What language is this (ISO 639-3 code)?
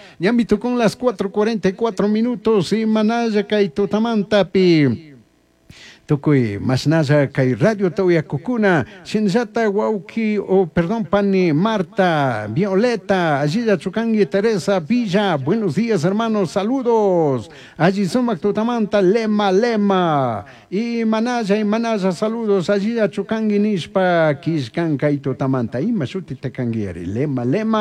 qug